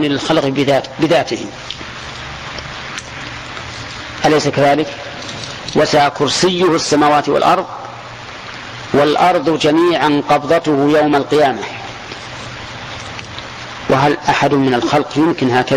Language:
Arabic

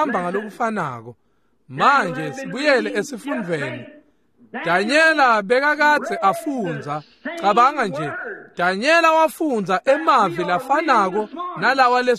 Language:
Swati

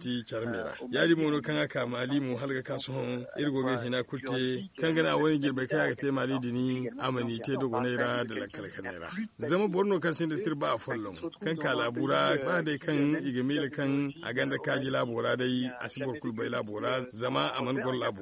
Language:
Zarma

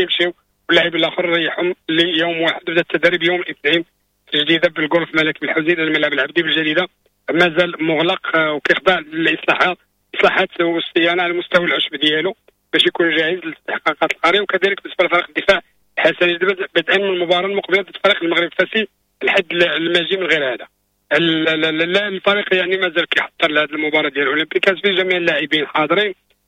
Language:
Moroccan Arabic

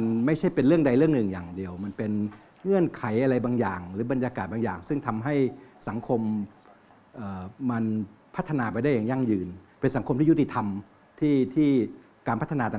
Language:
Thai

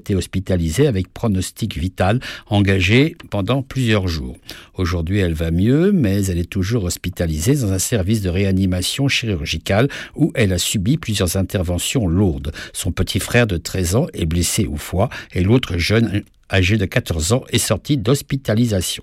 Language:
French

